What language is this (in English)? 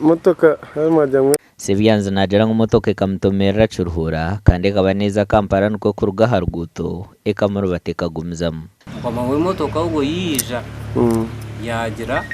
Nyankole